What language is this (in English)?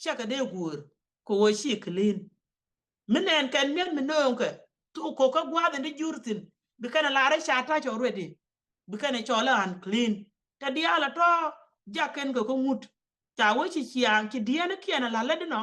Nuer